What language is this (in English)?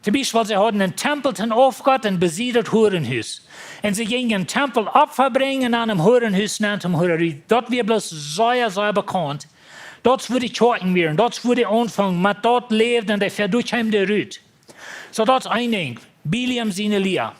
Plautdietsch